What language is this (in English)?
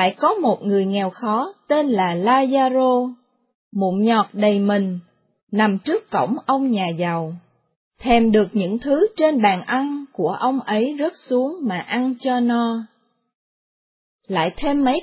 Vietnamese